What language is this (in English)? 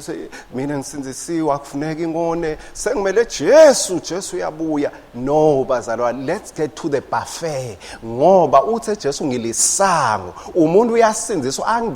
Swati